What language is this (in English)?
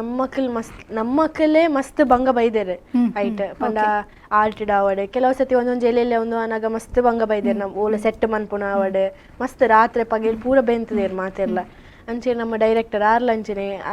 Tulu